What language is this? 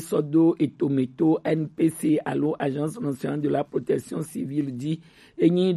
Gen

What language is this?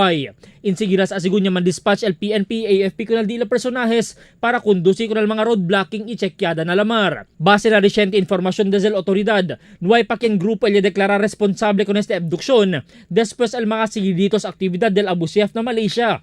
Chavacano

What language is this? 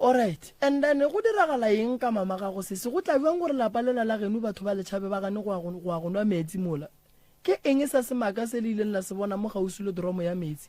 Northern Sotho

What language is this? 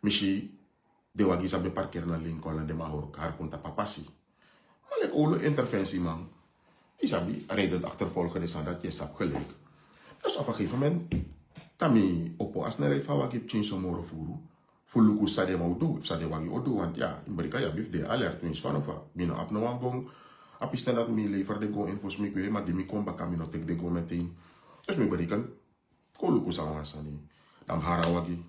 Sranan Tongo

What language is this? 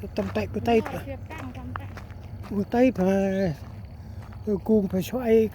Central Mnong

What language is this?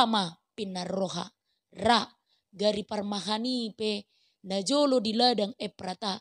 Batak Toba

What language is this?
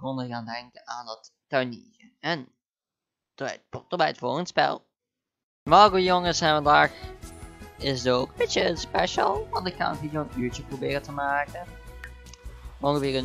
Dutch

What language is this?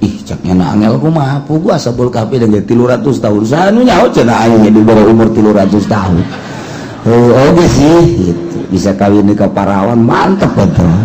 Sundanese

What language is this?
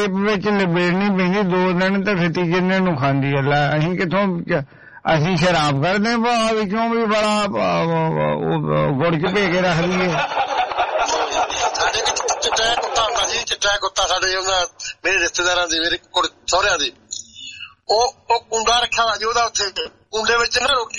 Punjabi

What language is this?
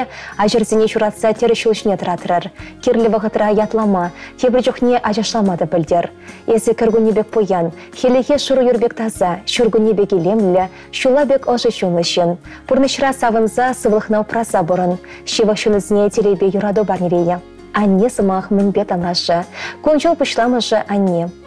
Chuvash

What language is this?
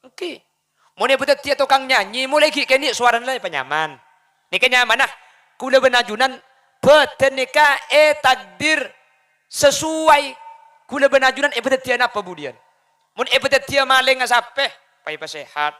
Madurese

